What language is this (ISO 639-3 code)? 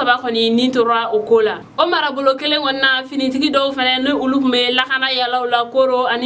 bam